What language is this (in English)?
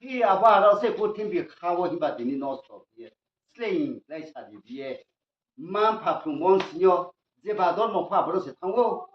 Riang (India)